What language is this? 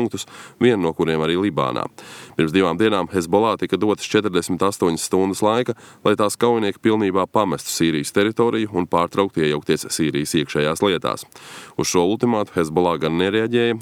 Latvian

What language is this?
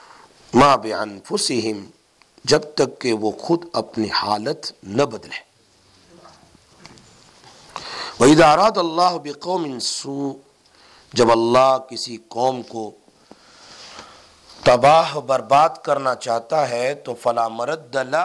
Urdu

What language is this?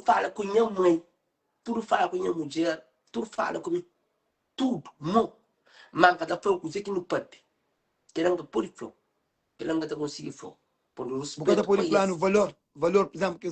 Kabuverdianu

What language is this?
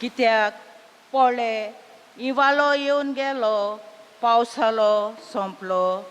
Konkani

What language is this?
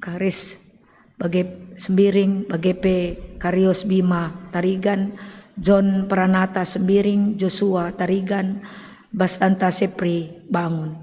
Batak Karo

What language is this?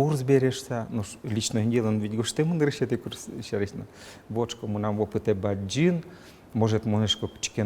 Udmurt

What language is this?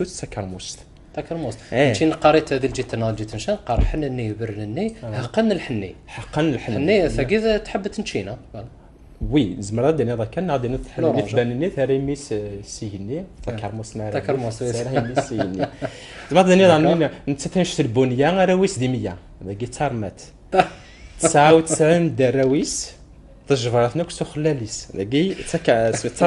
Kabyle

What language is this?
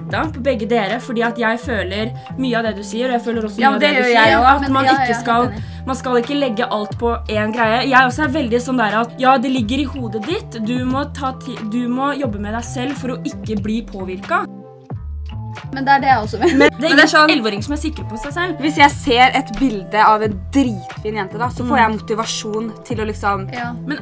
Norwegian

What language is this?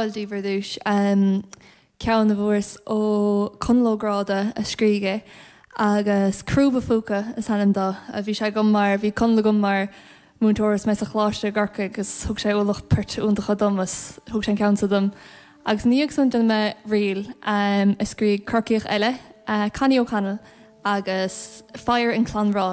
Irish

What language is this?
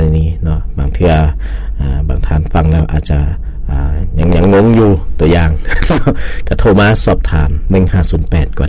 Lao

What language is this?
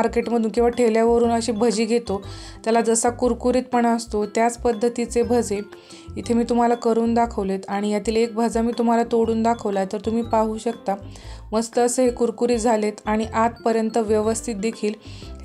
Marathi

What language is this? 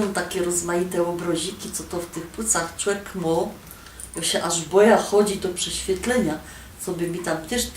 Silesian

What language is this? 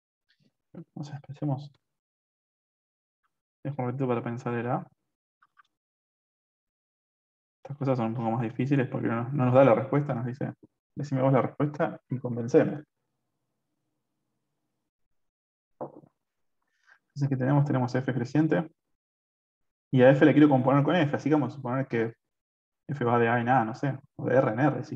Spanish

